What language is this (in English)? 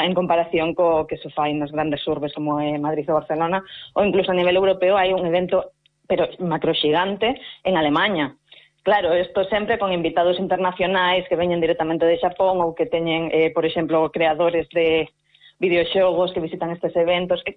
Galician